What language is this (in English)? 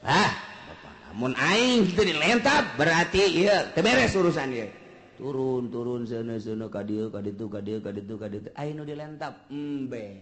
Sundanese